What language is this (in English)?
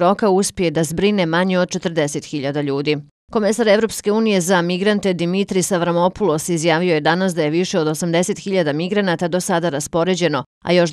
Bosnian